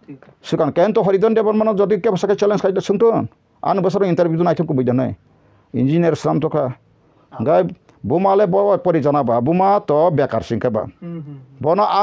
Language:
Kok Borok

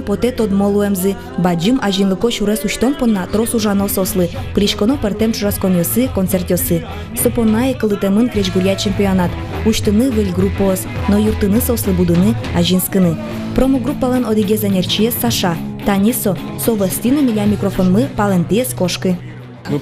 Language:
Udmurt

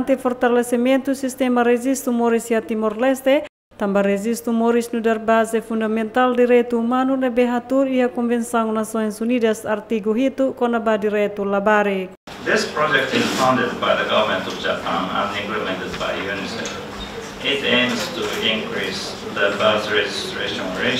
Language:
Tetum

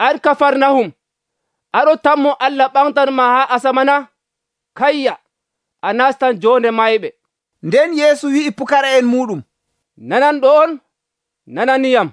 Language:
Nigerian Fulfulde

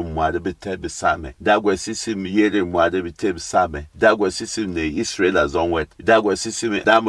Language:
Berom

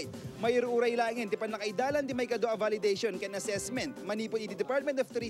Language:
Iloko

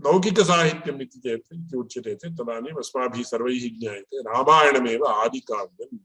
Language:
Sanskrit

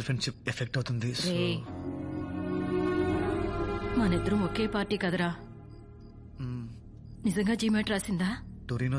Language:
Telugu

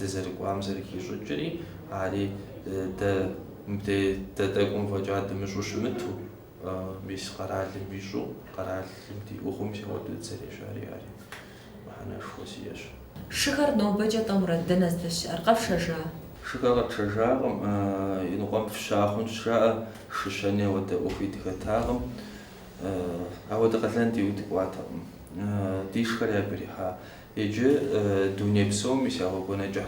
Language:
Kabardian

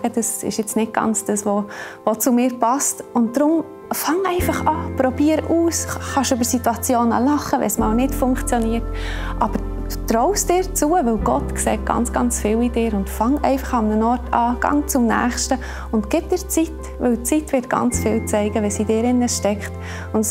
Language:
Swiss German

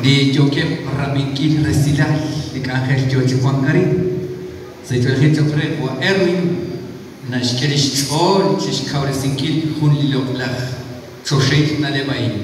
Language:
Kekchí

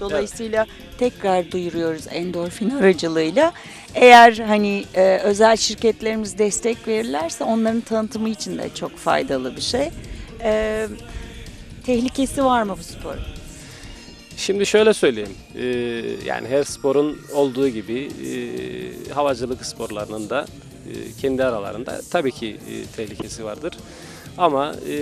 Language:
Turkish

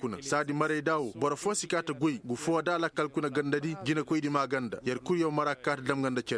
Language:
Koyraboro Senni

